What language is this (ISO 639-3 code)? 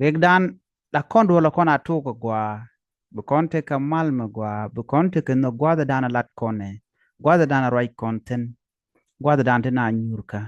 nus